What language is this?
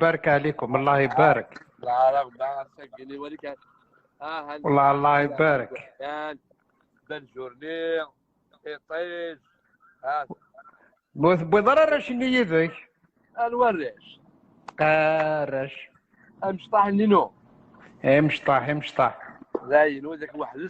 Kabyle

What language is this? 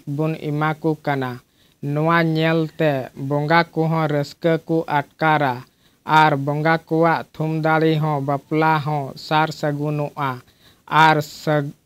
Santali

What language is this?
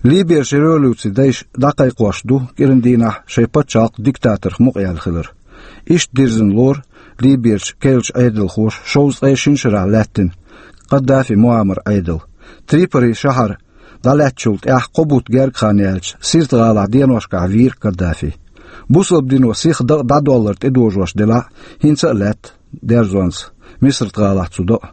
Chechen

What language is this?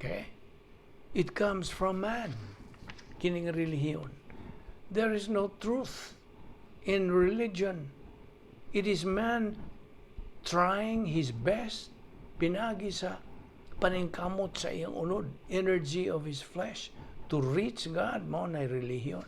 Cebuano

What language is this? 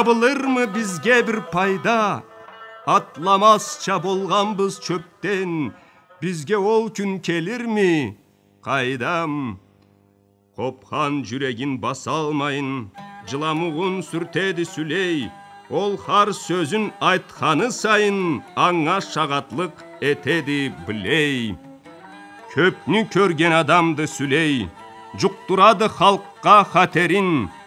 Karachay-Balkar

